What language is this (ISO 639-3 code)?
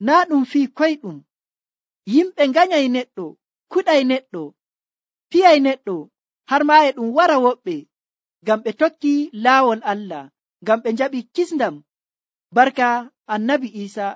fuv